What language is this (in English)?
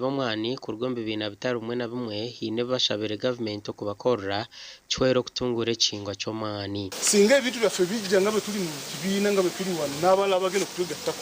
Nyankole